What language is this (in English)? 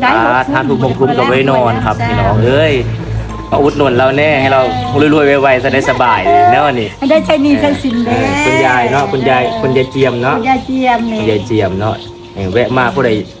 Northeastern Thai